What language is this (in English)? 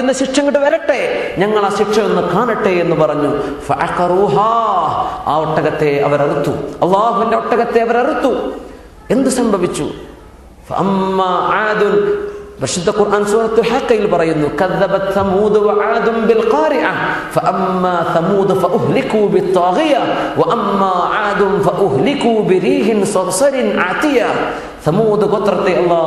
Malayalam